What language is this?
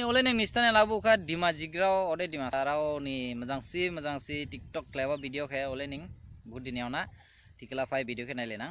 Dimasa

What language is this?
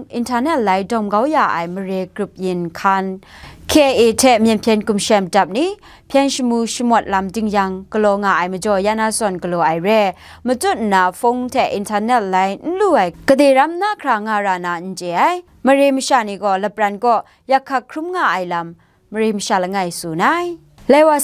Kachin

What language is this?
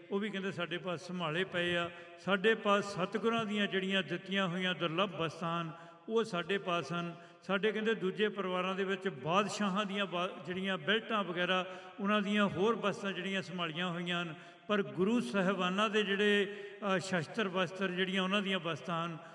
Punjabi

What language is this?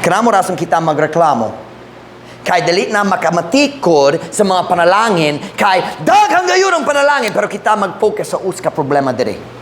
Cebuano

